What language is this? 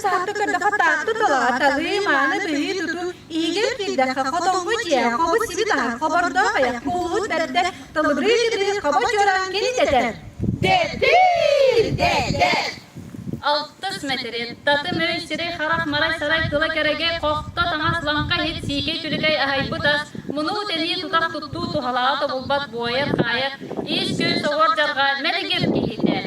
Yakut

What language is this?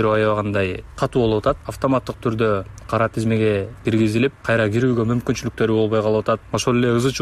Kyrgyz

